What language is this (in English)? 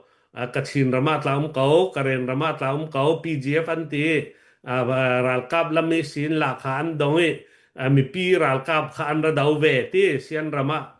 Falam Chin